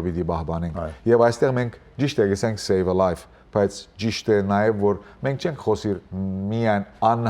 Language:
Western Armenian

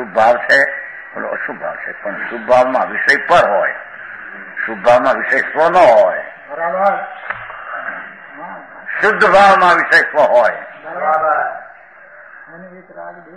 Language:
Gujarati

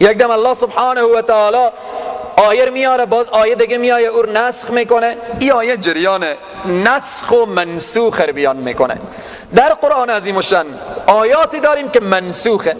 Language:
Persian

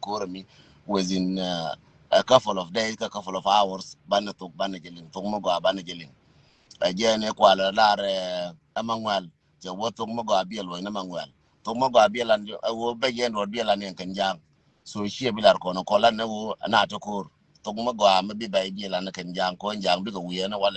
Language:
Nuer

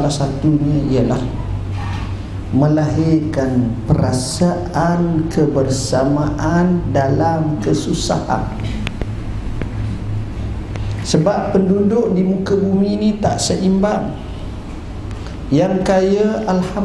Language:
Malay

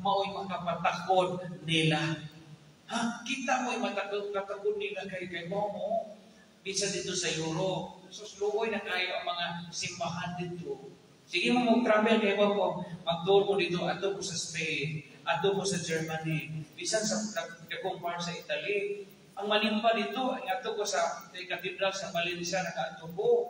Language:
Cebuano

